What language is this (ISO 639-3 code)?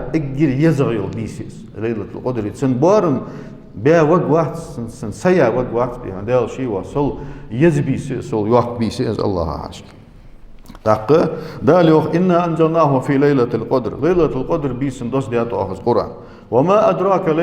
inh